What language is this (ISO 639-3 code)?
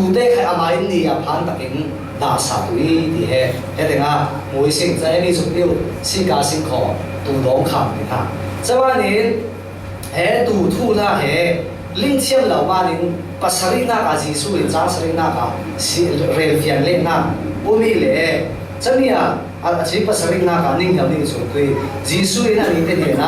cfm